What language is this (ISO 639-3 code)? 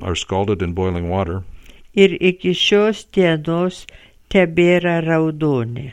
lit